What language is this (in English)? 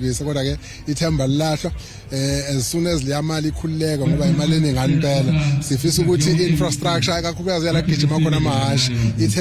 Zulu